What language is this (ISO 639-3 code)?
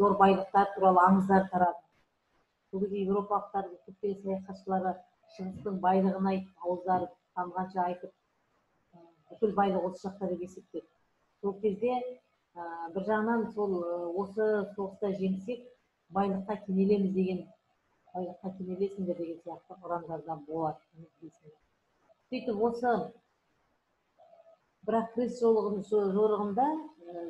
kaz